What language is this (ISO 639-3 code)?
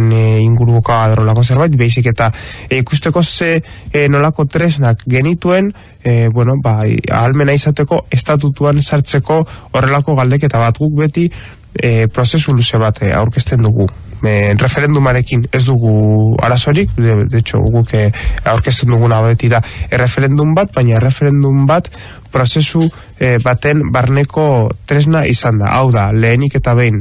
eus